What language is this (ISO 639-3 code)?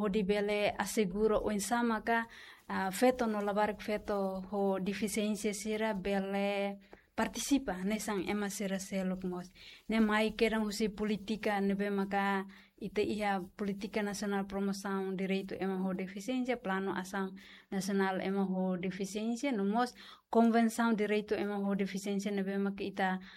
tet